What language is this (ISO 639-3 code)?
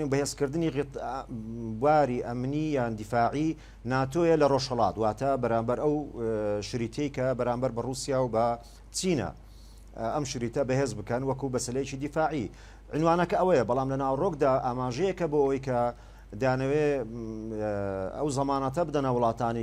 ckb